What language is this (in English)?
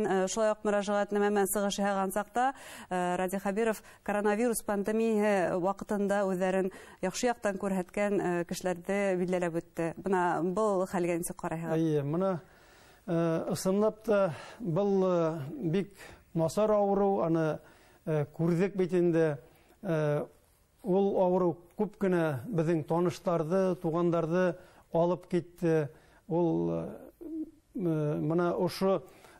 Bashkir